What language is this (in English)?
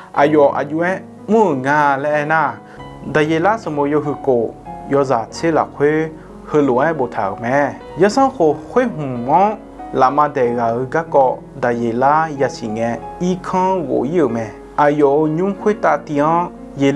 Akha